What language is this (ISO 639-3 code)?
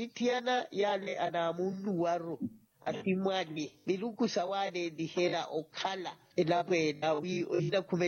vmw